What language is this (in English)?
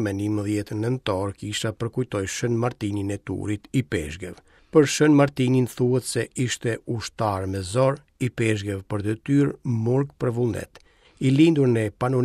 Albanian